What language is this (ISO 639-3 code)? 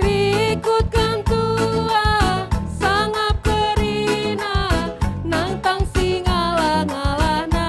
btx